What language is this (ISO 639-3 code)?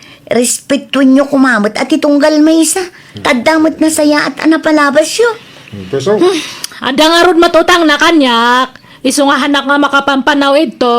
ilo